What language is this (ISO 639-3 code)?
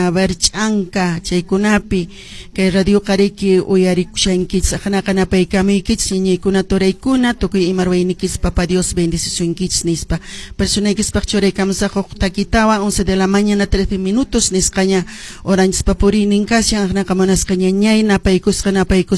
que